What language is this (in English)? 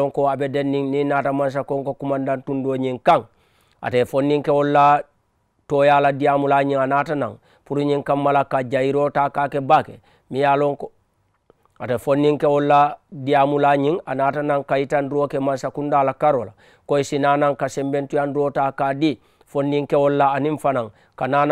Mandingo